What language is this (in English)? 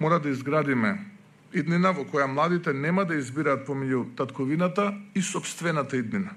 Macedonian